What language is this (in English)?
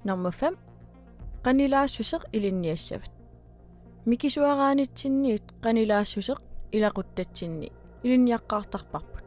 Kalaallisut